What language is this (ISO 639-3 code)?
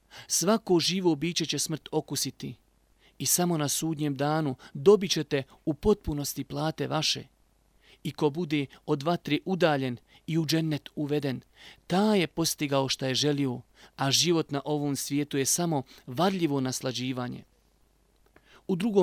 bos